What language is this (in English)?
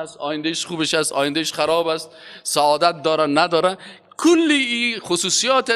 Persian